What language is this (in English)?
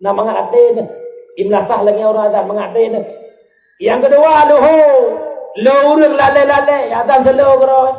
Achinese